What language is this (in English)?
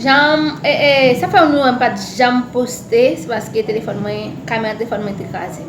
Haitian Creole